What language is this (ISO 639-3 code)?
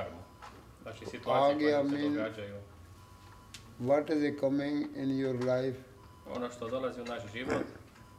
hrv